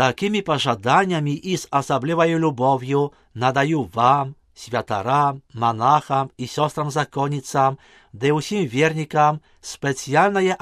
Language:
Belarusian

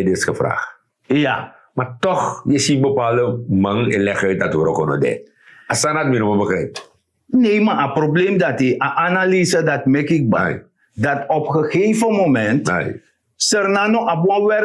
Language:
Sranan Tongo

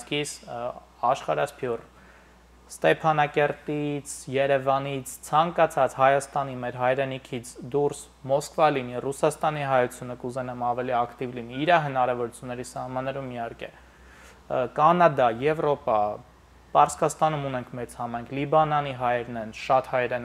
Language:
Armenian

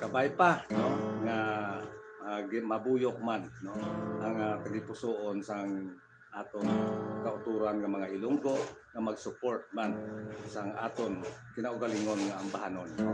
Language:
Hiligaynon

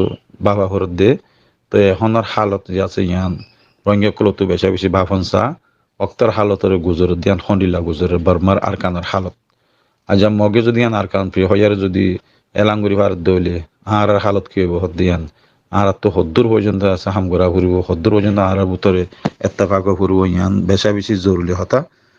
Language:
Rohingya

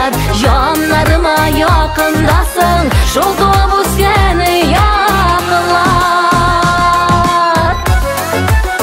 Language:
Tatar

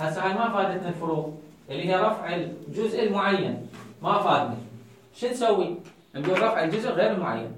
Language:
Mesopotamian Arabic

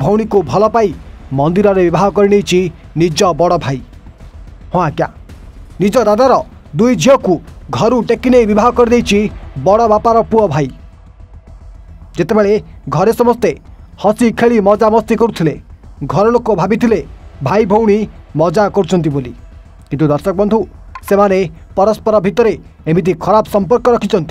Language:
Odia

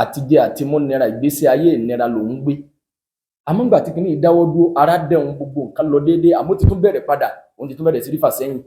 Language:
Yoruba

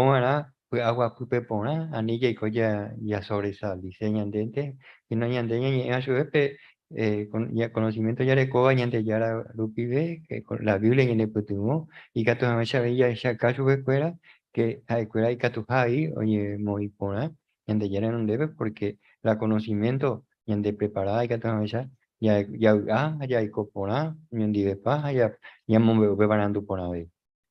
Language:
Guarani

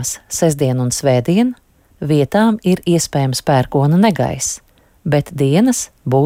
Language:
Latvian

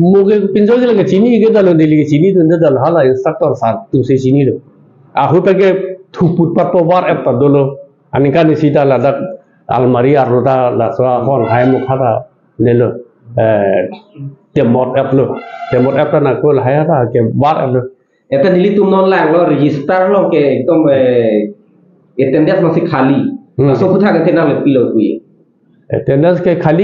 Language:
Karbi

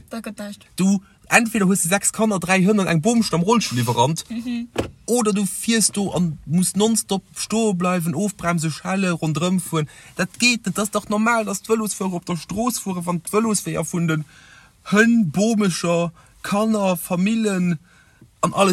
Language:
Luxembourgish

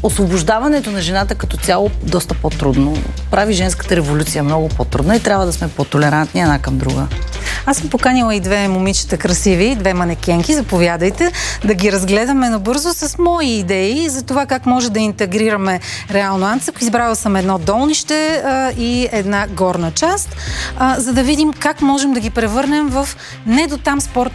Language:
Bulgarian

